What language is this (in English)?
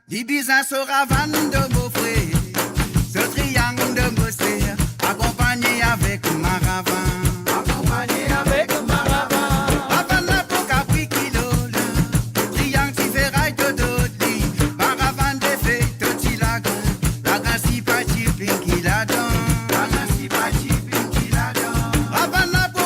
Morisyen